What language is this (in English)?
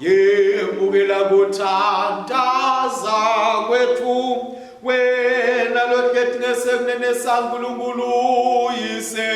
Swati